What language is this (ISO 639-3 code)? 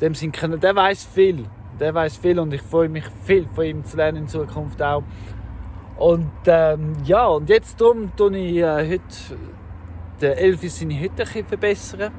gsw